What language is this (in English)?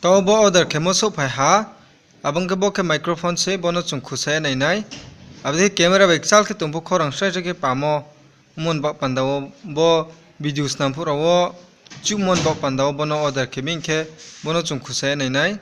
Riang (India)